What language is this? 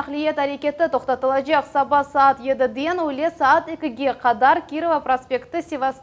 Crimean Tatar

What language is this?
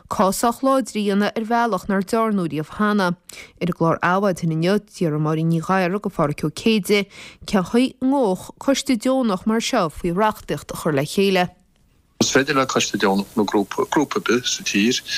Irish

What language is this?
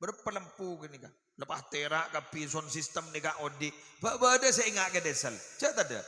Madurese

